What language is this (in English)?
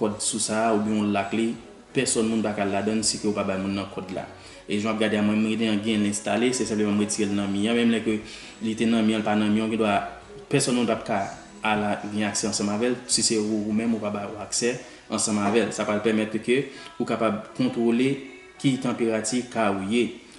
Haitian Creole